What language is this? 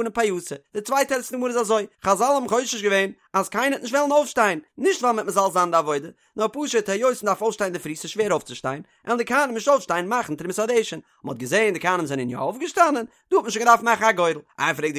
Yiddish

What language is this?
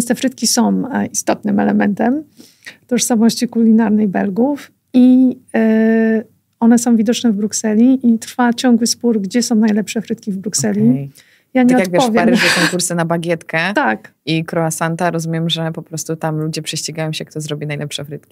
Polish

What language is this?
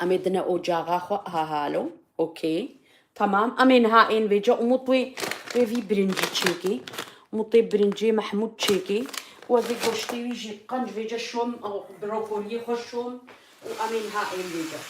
Kurdish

